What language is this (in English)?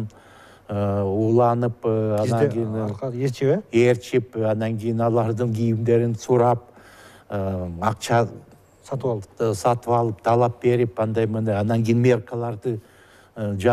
Kyrgyz